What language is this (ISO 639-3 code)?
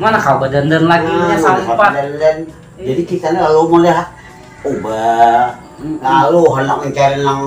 bjn